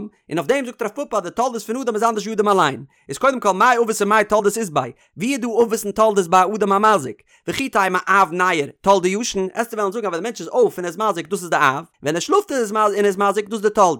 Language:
Yiddish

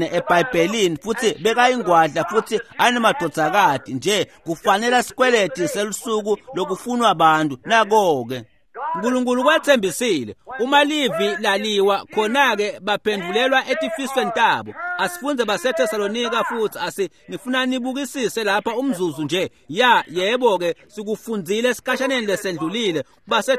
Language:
Swati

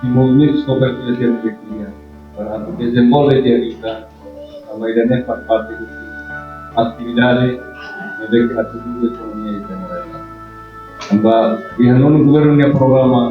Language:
Tetum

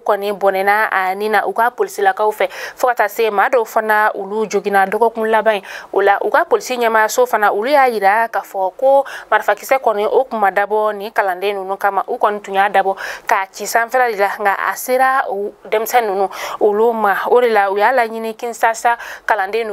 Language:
Bambara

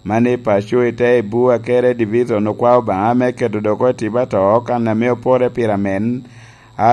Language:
Lango (Uganda)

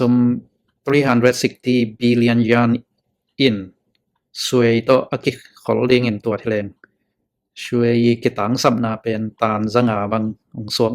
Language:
Tedim Chin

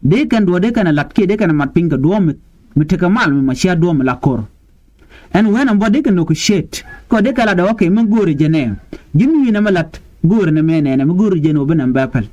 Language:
Nuer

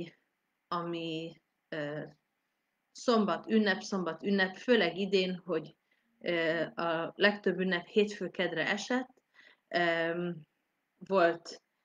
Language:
Hungarian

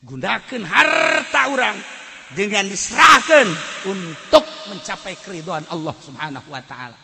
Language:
Sundanese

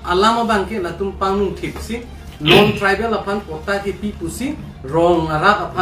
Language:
Karbi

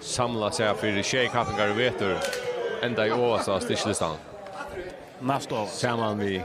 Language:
Faroese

